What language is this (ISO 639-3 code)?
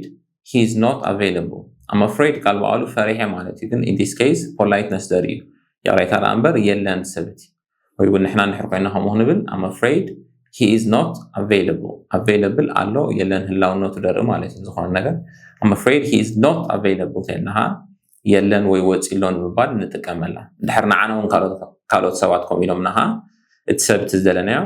tir